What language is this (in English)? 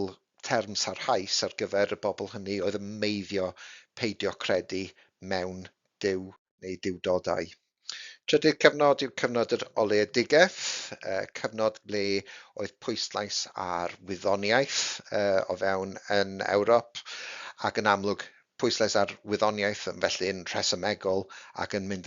Welsh